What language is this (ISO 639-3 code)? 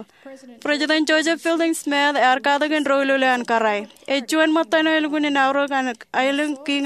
mah